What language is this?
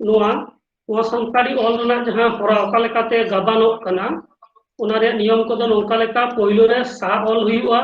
Santali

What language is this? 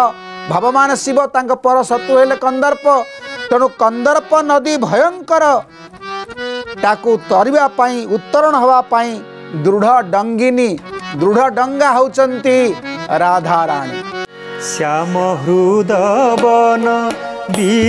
Odia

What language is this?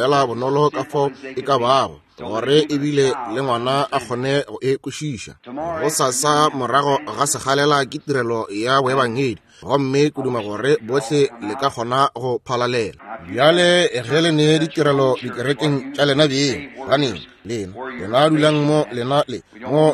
Northern Sotho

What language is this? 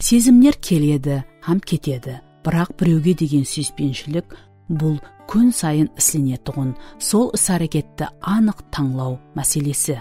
Kara-Kalpak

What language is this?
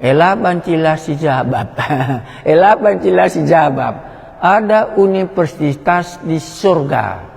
Batak Karo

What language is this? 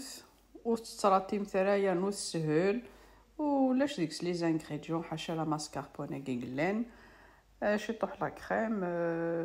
Kabyle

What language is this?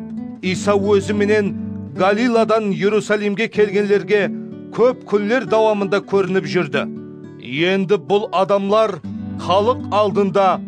Kara-Kalpak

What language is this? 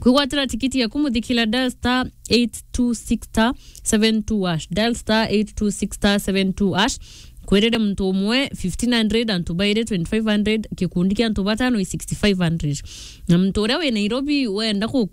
Meru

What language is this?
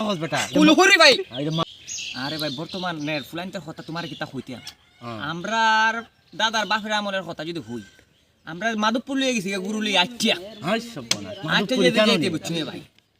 Sylheti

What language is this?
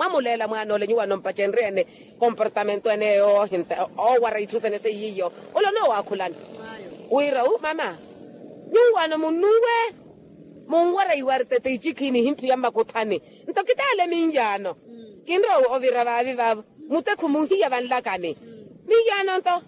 Makhuwa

